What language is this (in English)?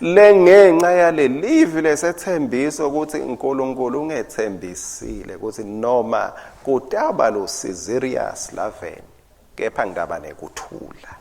Swati